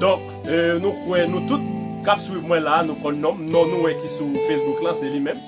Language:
Haitian Creole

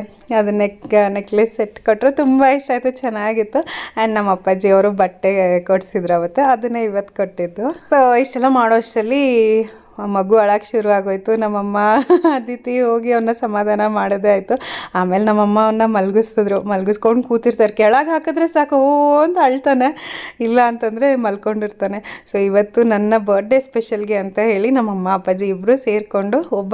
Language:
Kannada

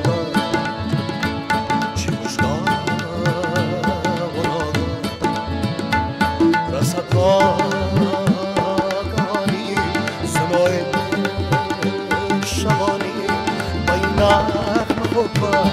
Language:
Persian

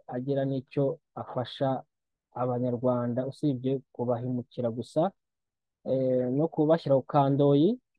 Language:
Kinyarwanda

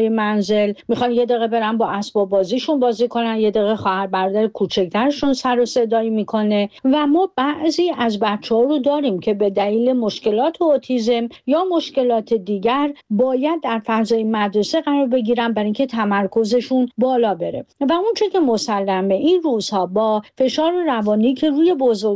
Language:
Persian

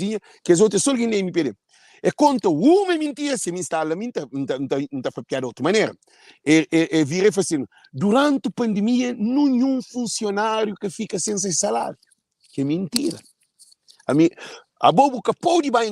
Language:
Kabuverdianu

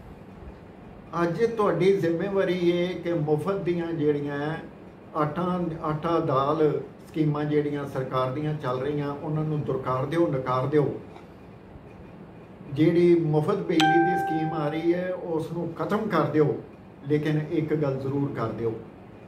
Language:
Punjabi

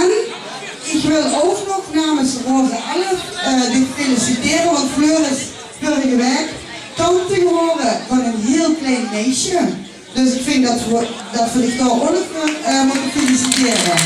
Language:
Limburgish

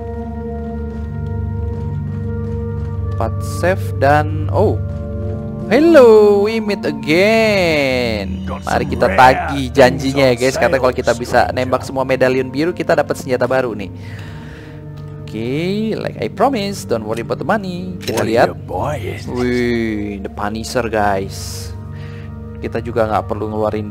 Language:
Indonesian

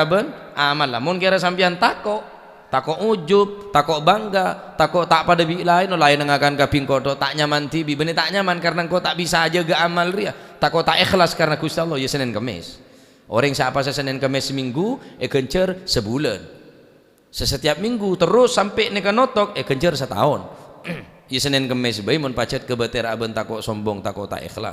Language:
Madurese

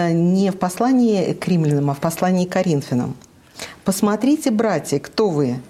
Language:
Russian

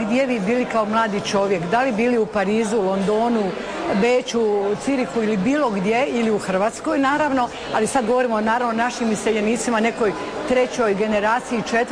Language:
Croatian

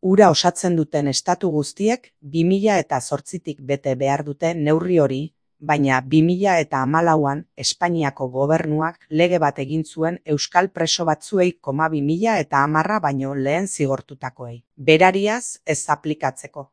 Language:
Basque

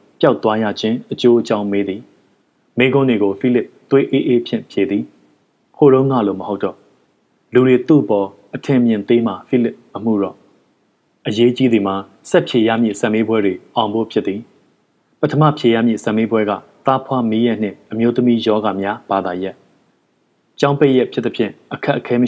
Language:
Burmese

